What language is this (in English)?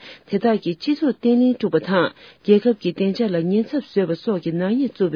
Tibetan